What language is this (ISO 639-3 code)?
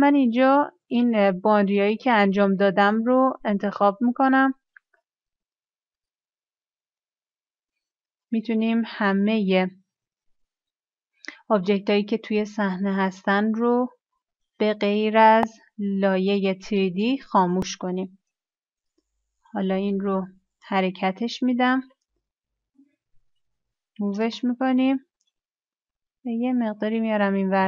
fas